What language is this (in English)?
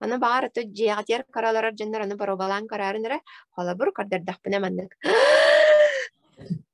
Yakut